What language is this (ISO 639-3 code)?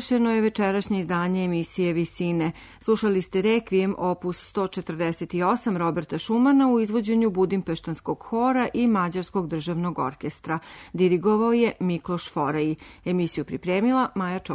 srp